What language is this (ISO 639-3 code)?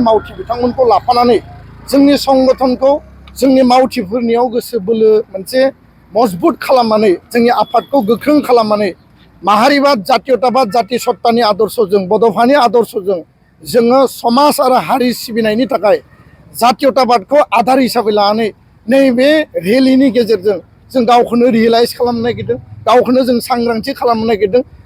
brx